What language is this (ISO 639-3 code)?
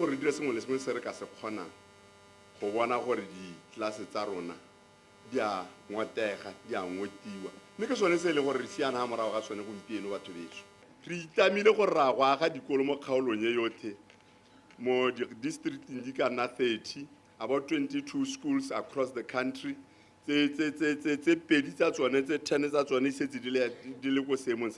tsn